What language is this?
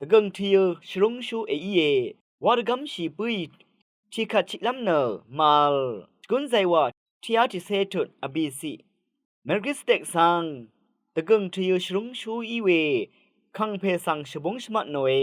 Rawang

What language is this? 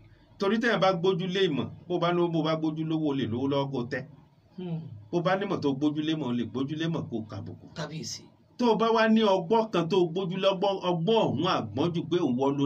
Yoruba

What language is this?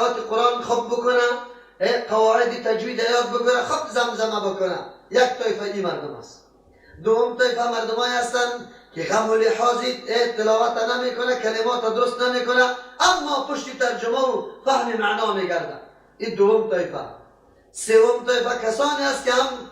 Persian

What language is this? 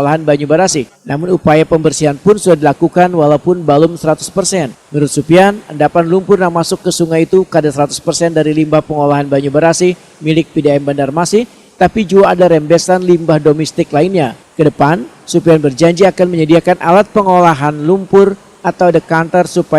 Banjar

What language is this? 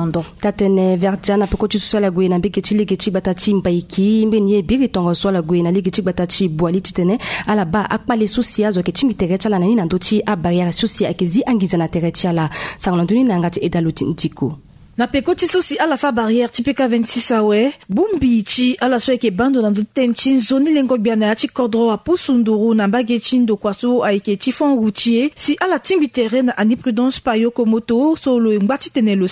Sango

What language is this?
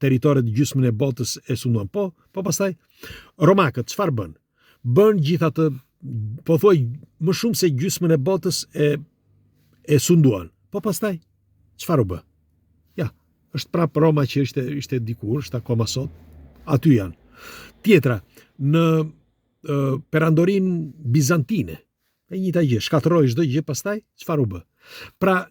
Albanian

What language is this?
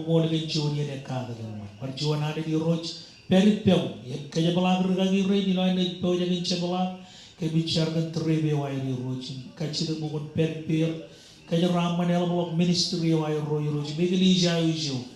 Marshallese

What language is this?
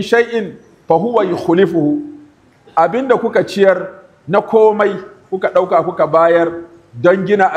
Hausa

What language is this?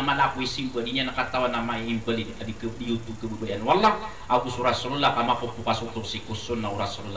Maranao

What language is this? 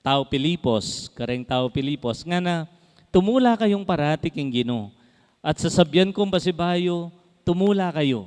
Pampanga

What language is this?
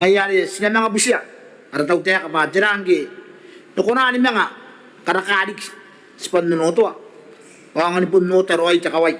Gilbertese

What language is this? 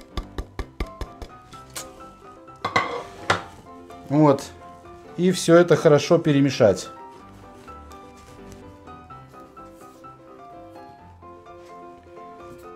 Russian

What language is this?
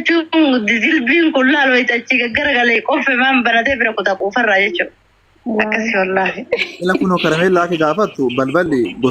Oromo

